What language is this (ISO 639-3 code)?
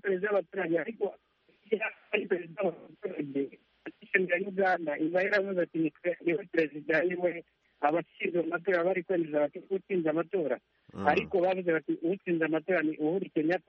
kin